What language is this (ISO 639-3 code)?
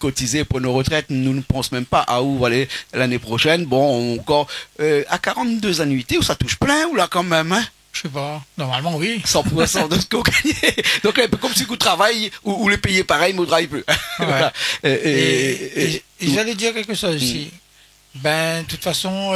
rcf